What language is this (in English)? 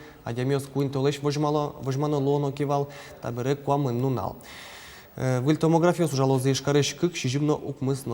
Udmurt